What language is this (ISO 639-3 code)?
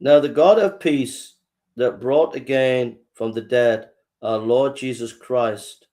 eng